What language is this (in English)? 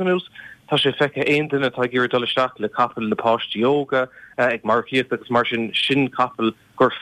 Irish